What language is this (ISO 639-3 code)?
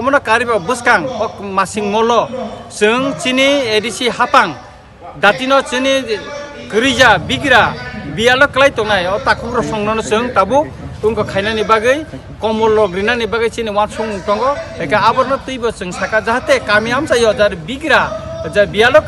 trp